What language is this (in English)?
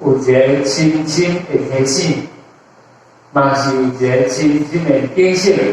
Min Nan Chinese